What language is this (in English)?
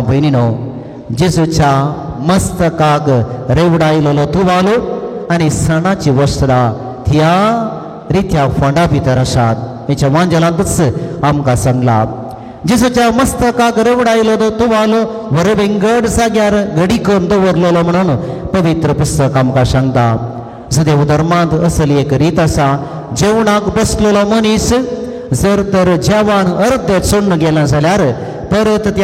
Konkani